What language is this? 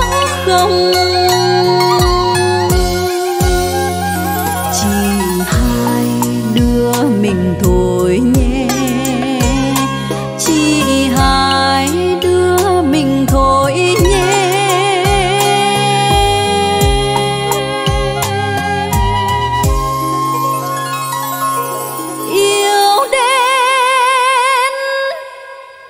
Vietnamese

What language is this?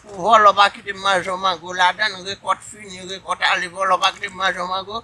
Haitian Creole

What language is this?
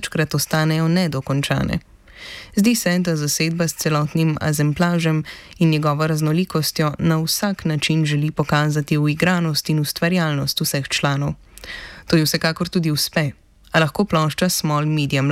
Slovenian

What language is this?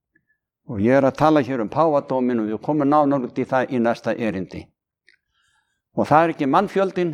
Icelandic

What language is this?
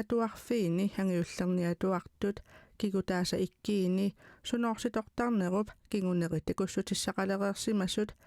Kalaallisut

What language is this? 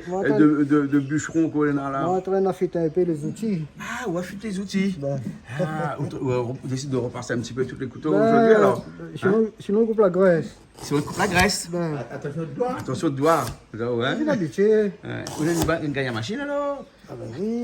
Réunion Creole French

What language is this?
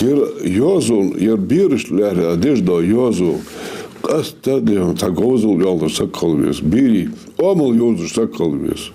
Ingush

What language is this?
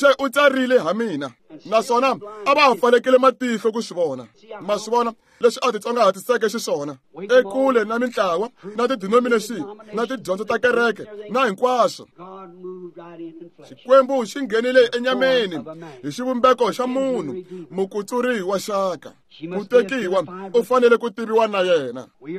Tsonga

